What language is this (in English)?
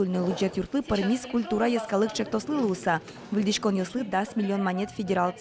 Udmurt